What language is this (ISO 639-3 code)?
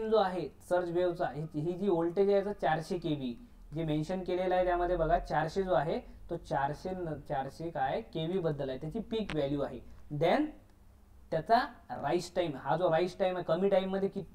mar